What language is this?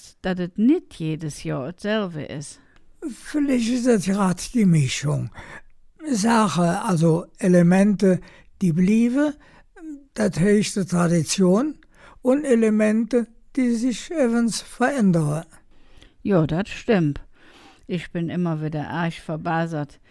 Colognian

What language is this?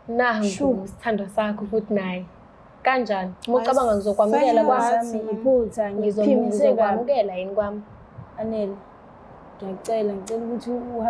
Zulu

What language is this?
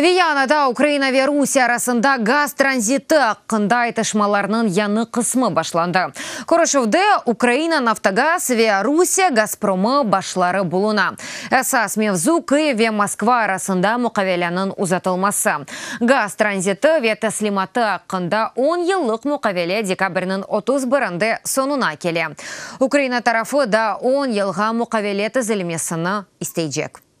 Crimean Tatar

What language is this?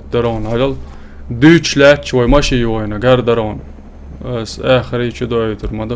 Chechen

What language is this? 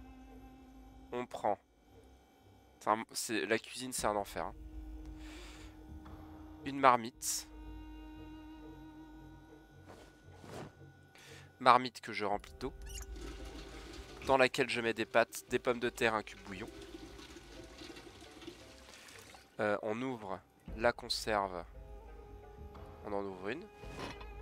French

